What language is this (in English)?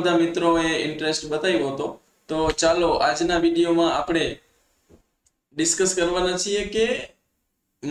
Gujarati